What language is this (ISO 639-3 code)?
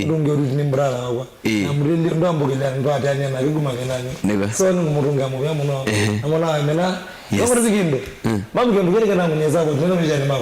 kam